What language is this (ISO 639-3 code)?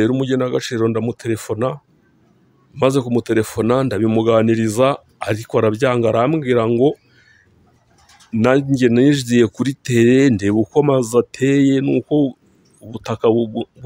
kin